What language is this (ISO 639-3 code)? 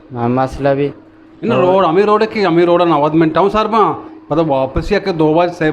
bgp